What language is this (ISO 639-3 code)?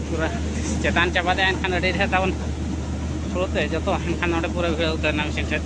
sat